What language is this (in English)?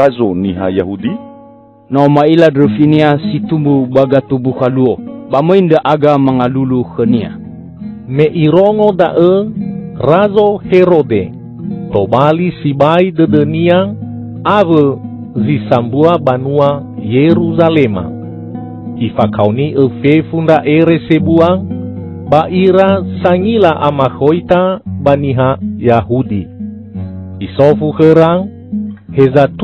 Nias